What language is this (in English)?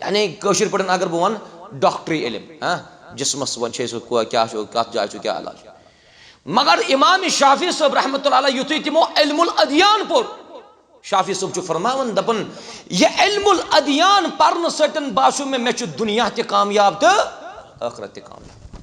Kashmiri